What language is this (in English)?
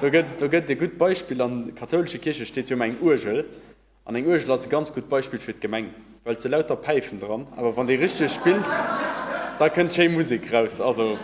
Luxembourgish